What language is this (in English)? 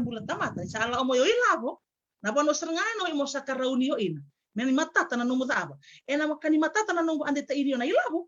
Fijian